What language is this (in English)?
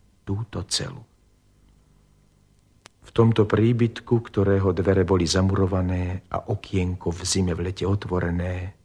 Slovak